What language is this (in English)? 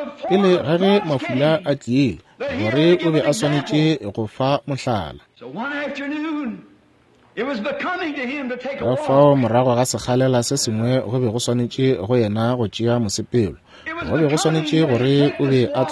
Northern Sotho